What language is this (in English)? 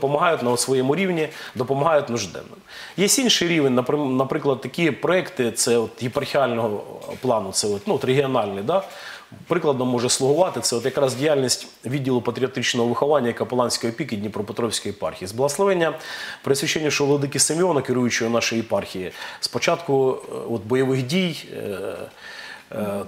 Ukrainian